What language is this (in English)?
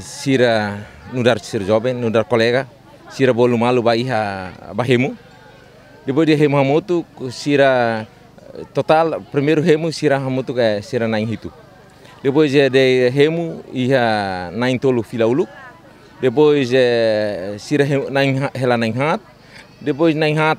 Tetum